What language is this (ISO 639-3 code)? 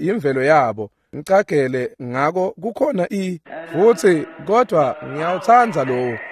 ssw